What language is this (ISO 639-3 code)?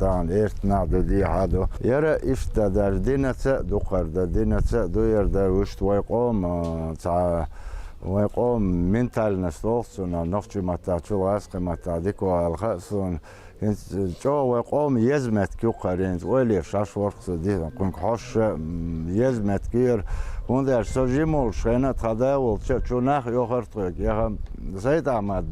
che